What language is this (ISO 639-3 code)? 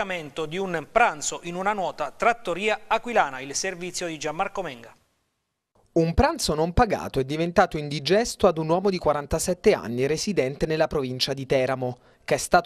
ita